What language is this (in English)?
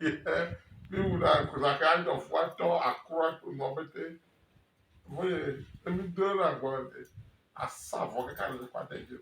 Ewe